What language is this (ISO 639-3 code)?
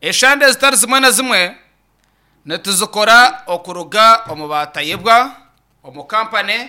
nyn